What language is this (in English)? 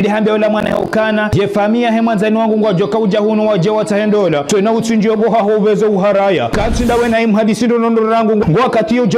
Ngazidja Comorian